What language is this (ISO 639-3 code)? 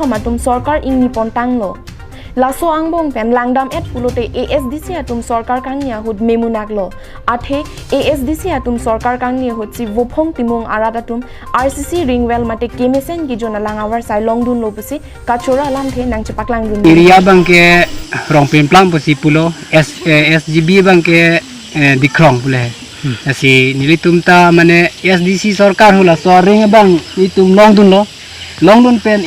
mjw